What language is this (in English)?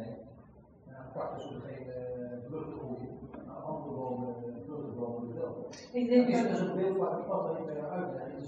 Dutch